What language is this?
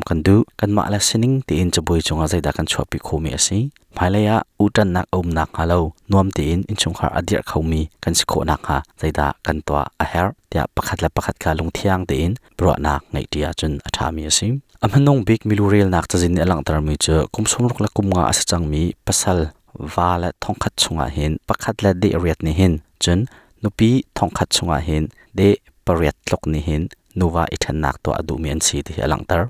Hakha Chin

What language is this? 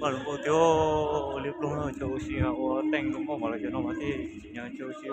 Hmong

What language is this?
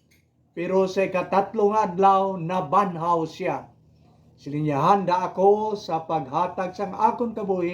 Hiligaynon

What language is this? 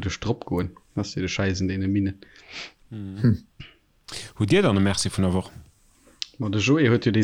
Luxembourgish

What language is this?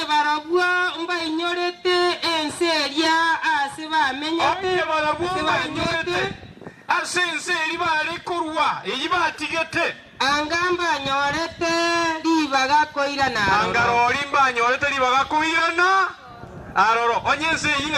Gusii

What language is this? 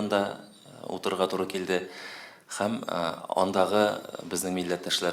Tatar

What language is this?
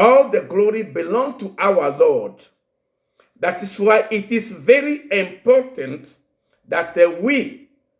Ewe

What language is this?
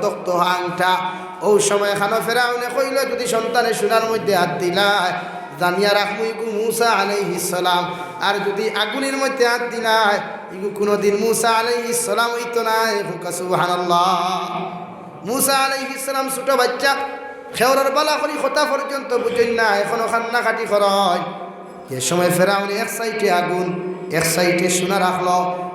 Sylheti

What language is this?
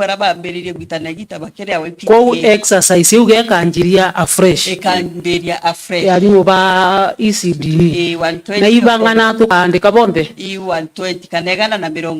Meru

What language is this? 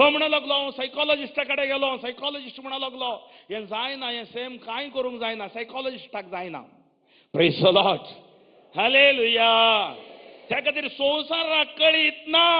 Konkani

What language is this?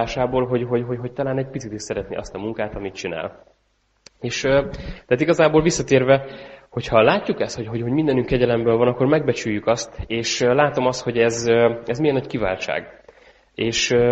Hungarian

